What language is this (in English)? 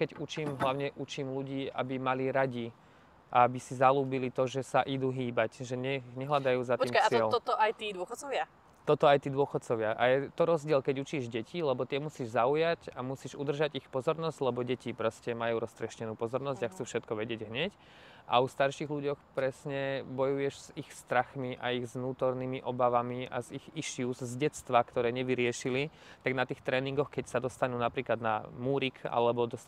Slovak